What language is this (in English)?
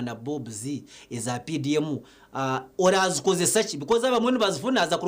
Nyankole